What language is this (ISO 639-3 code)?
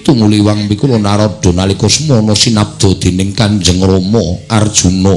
jav